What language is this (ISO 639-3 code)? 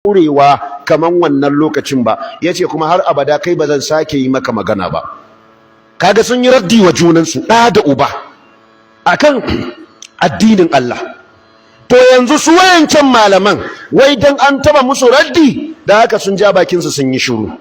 hau